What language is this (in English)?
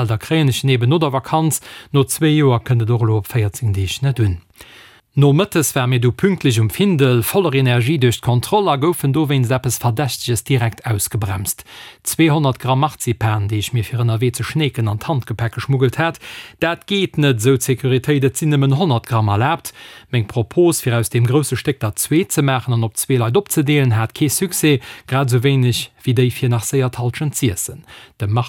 Luxembourgish